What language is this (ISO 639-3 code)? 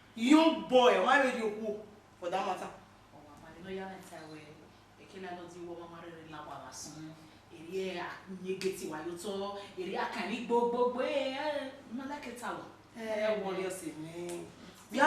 bin